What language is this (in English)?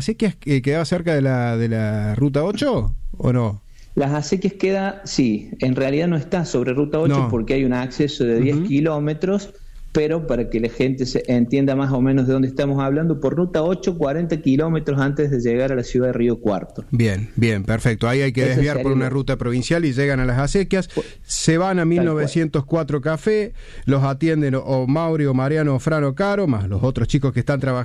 Spanish